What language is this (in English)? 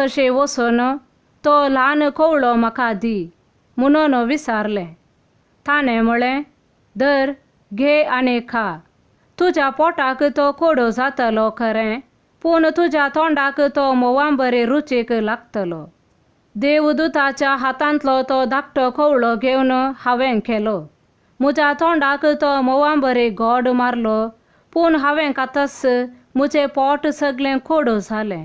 Konkani